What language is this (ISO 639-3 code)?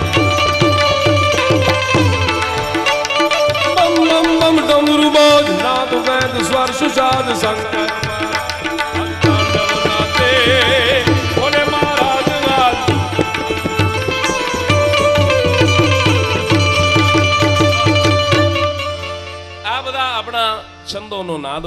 guj